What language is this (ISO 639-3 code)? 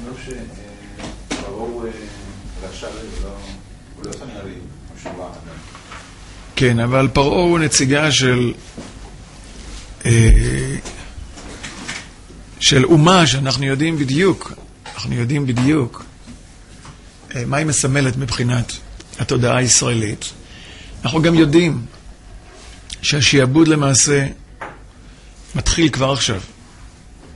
heb